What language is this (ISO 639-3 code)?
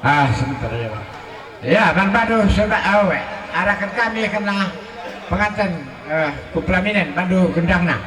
btx